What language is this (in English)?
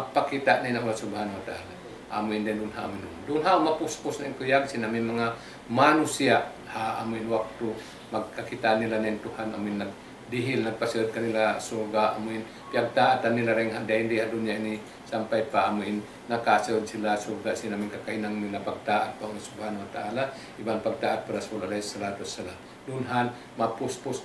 Tausug